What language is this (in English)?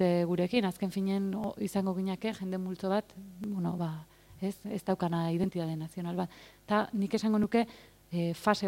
Basque